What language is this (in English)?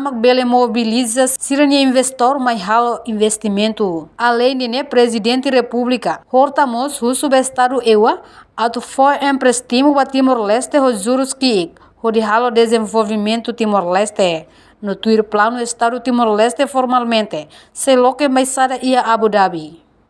Tetum